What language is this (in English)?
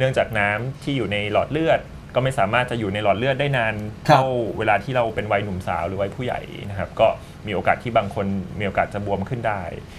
Thai